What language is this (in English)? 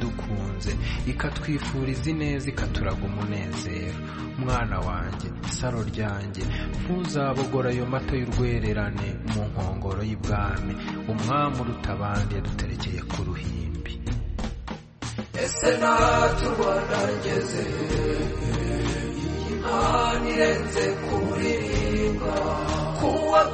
Kinyarwanda